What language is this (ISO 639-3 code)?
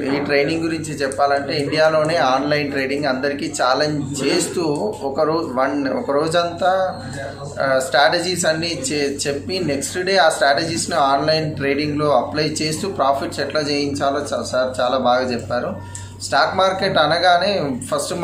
tel